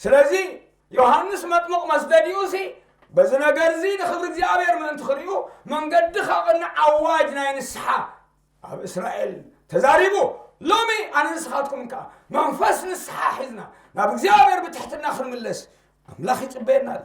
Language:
Tigrinya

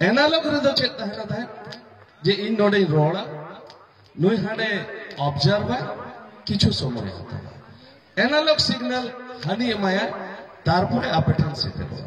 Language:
Santali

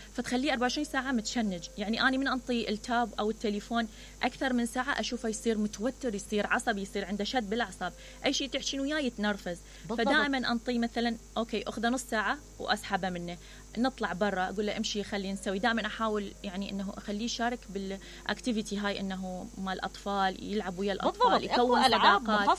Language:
Mesopotamian Arabic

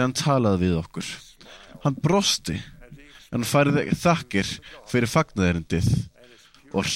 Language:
Icelandic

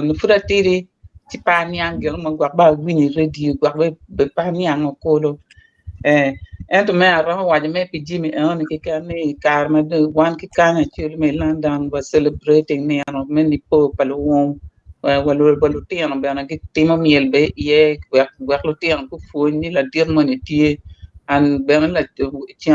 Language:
Acoli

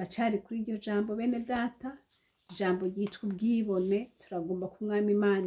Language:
Rundi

